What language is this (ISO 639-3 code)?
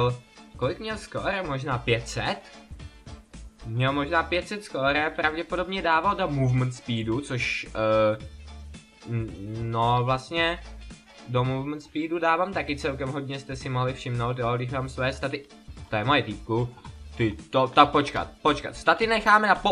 ces